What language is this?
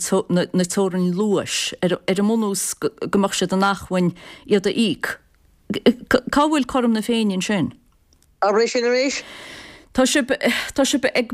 Irish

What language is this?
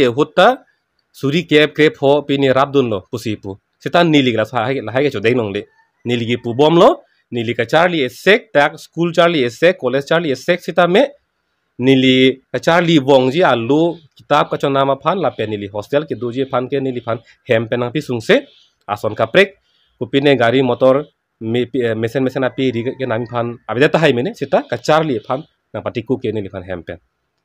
Karbi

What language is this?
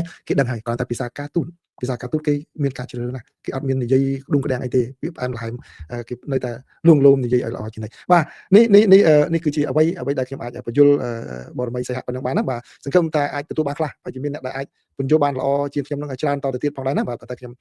Khmer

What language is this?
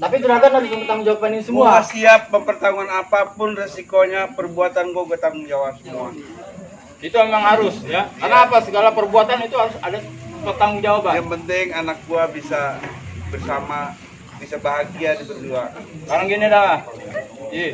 Betawi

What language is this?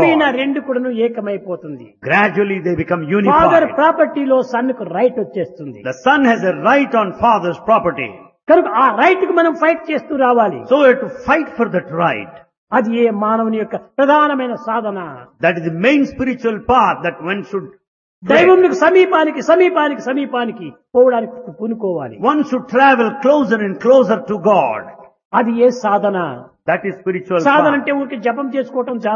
Telugu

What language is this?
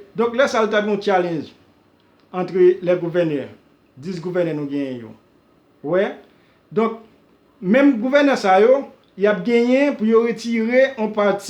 Haitian Creole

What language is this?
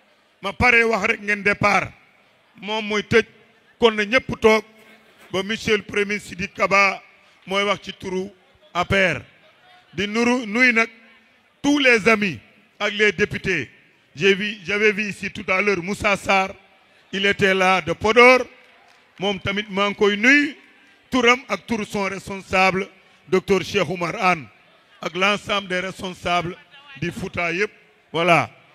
Wolof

